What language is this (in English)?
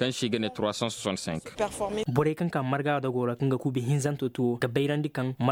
Koyraboro Senni